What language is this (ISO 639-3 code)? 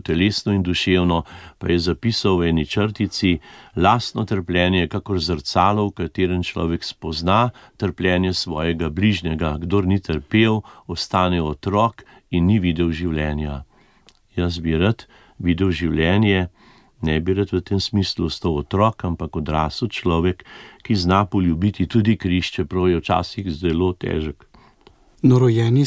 slv